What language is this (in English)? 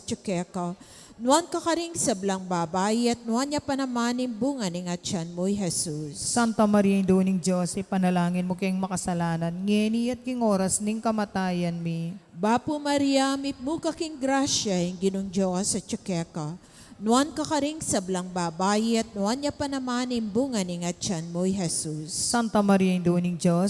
Pampanga